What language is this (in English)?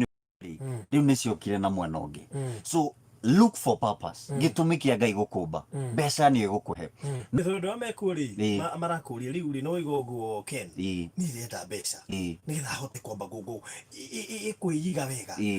Kikuyu